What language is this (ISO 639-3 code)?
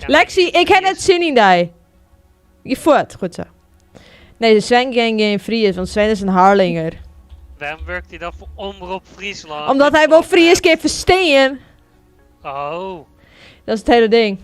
fry